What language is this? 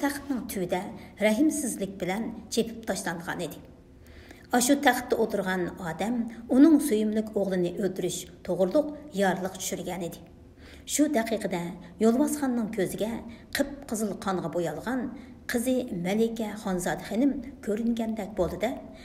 Uyghur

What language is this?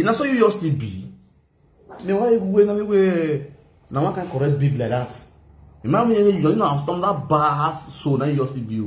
Nigerian Pidgin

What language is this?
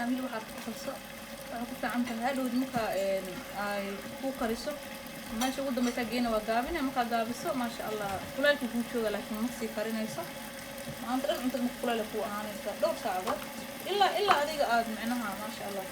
Somali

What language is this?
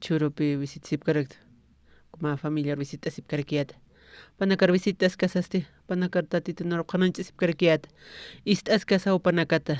Aymara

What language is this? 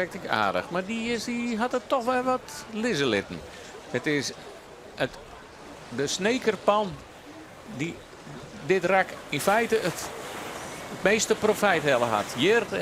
Western Frisian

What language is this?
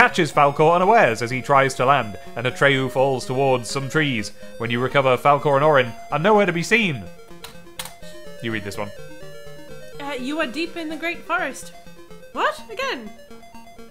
English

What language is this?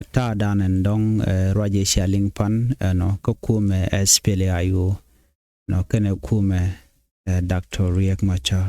Nuer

